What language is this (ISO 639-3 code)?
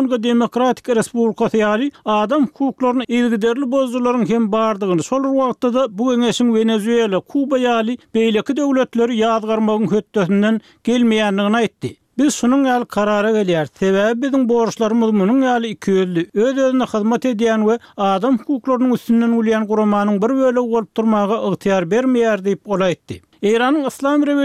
tuk